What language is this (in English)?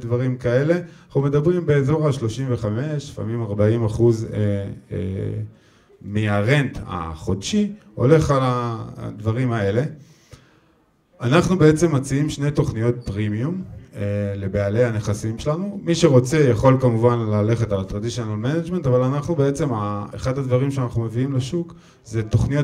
Hebrew